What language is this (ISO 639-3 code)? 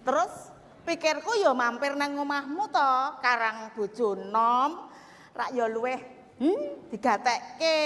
jav